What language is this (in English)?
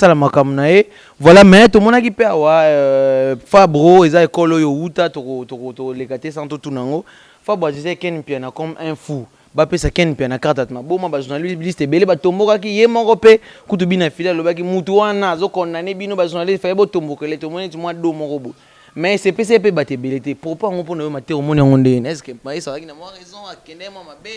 Lingala